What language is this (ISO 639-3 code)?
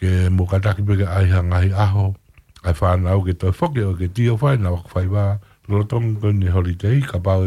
ton